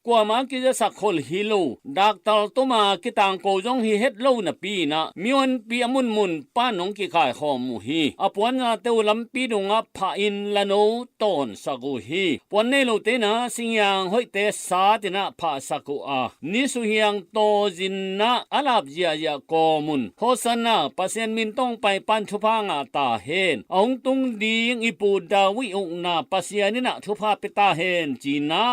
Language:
Tedim Chin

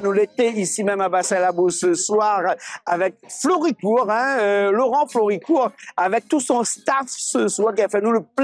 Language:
Réunion Creole French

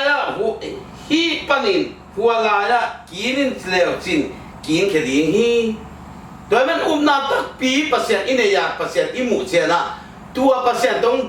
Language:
Tedim Chin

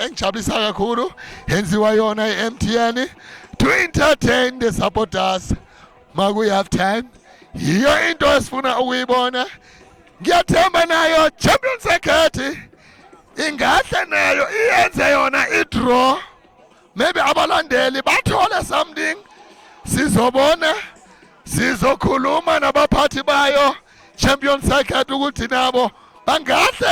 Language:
Zulu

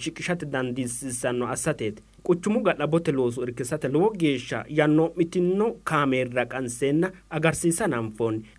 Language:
Sidamo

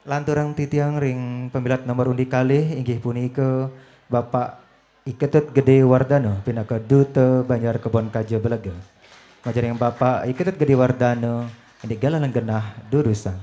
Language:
Balinese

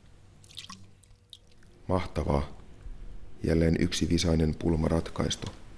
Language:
Finnish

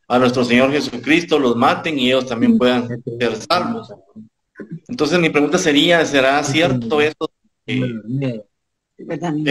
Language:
Spanish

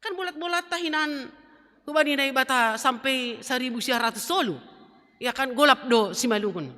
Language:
Batak Simalungun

